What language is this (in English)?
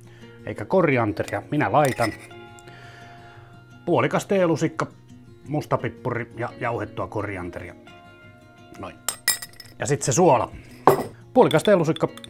Finnish